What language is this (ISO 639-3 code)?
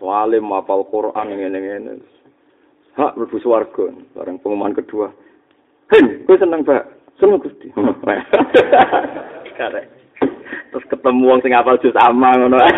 jav